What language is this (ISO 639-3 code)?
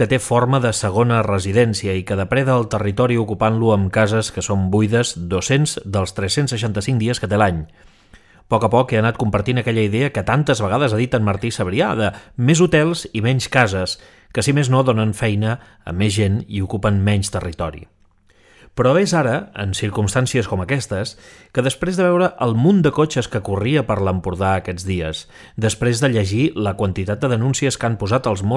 cat